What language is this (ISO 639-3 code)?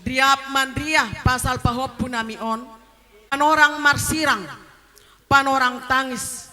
bts